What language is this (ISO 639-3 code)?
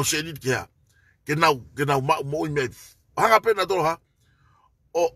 ton